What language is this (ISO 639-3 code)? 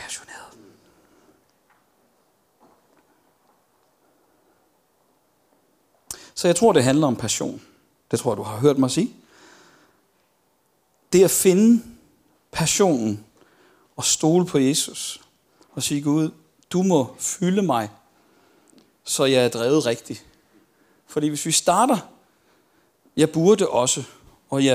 dan